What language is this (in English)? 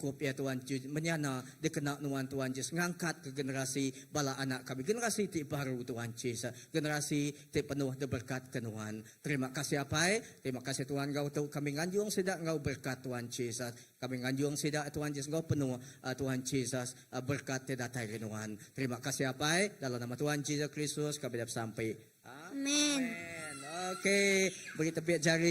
Iban